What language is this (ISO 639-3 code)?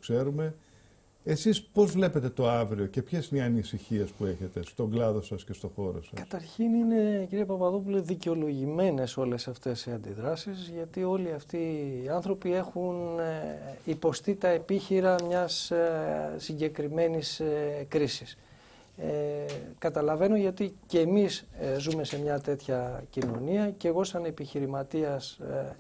ell